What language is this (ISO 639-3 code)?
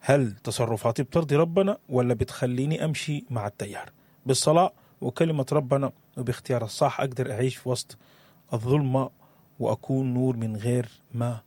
apd